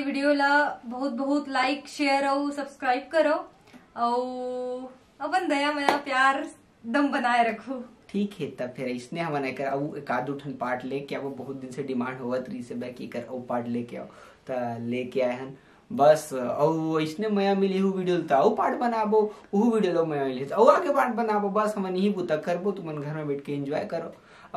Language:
Chhattisgarhi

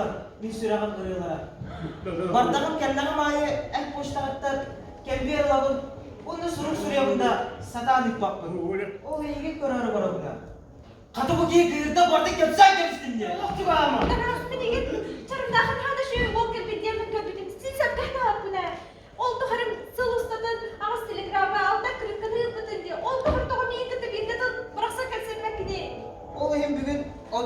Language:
Yakut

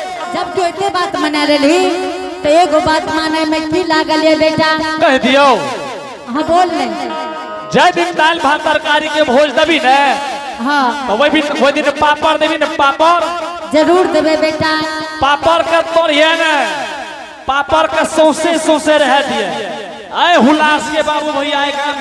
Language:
Angika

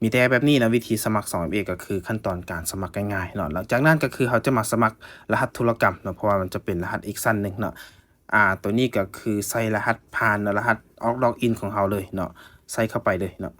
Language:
Lao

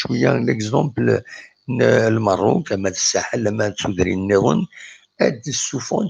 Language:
Kabyle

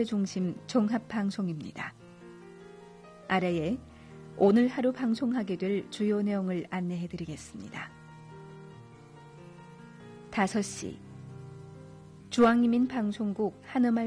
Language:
Korean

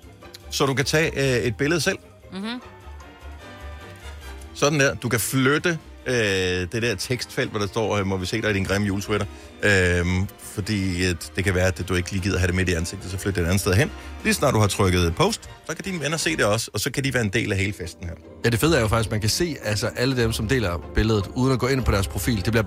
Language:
Danish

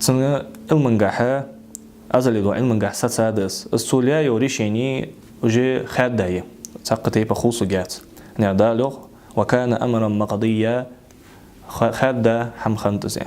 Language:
Ingush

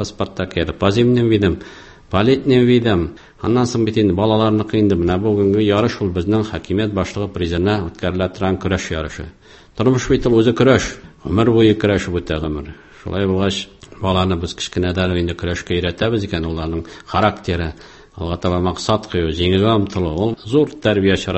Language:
Tatar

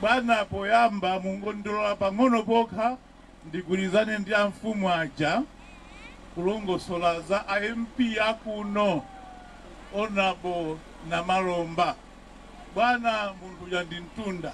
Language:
Nyanja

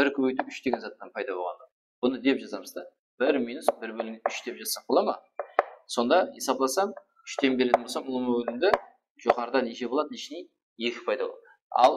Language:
Kara-Kalpak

